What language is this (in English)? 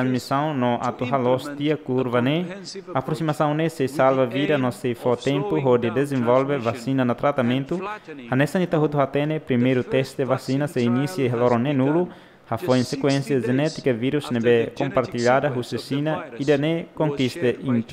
Tetum